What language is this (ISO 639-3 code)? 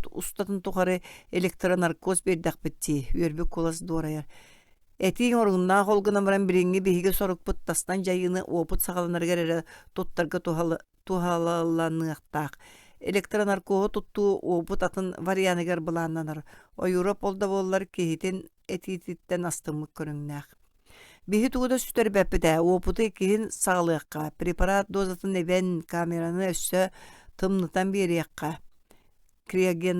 sah